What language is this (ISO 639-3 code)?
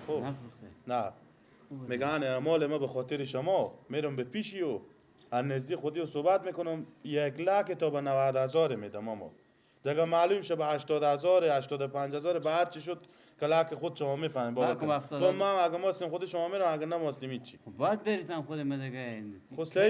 fas